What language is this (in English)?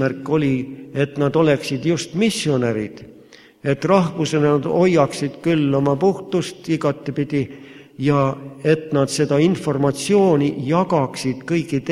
Estonian